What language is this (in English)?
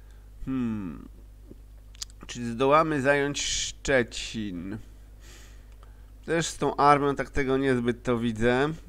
Polish